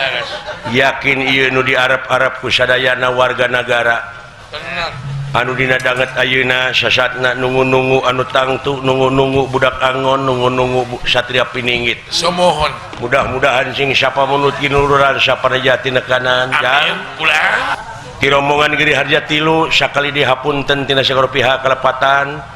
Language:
Sundanese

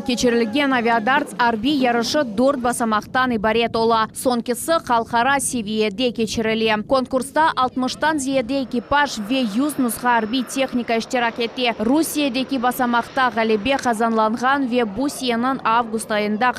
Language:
Crimean Tatar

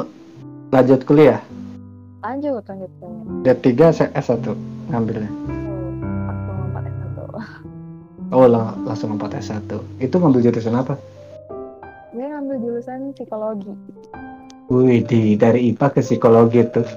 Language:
Indonesian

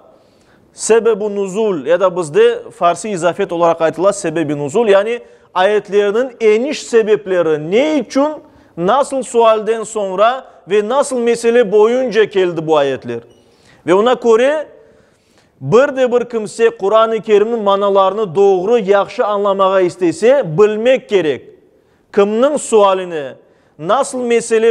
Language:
Crimean Tatar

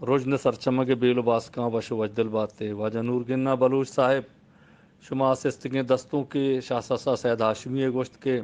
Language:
Eastern Balochi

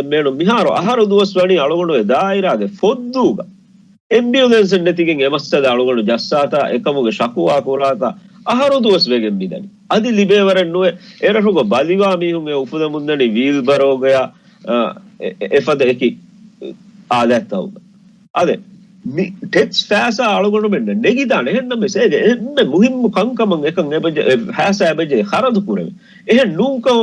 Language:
Divehi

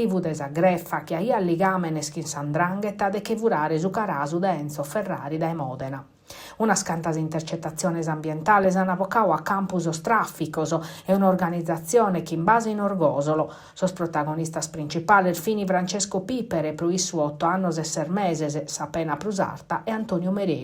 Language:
Sardinian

